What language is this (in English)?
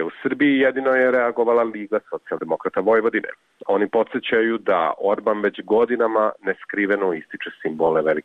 Serbian